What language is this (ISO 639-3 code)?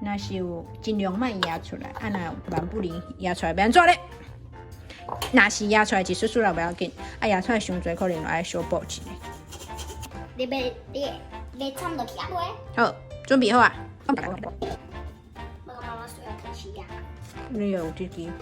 nan